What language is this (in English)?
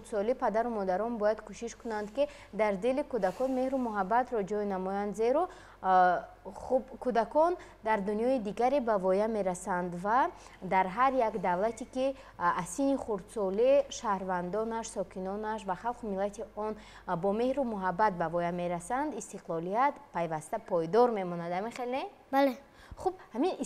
Tajik